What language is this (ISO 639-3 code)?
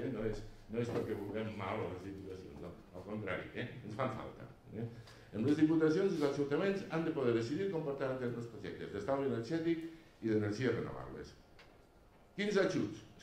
cat